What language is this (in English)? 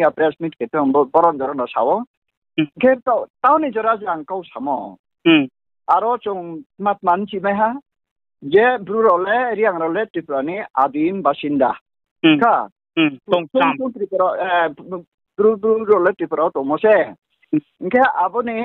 Riang (India)